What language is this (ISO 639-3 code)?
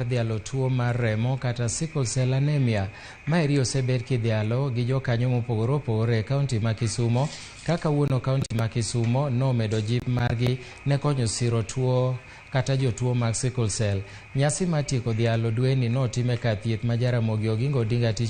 luo